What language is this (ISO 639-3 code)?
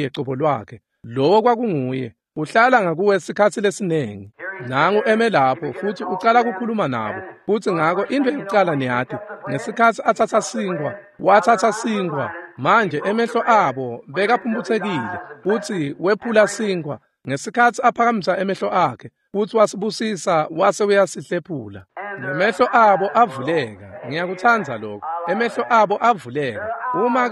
ssw